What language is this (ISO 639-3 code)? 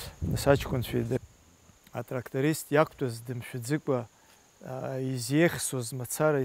abk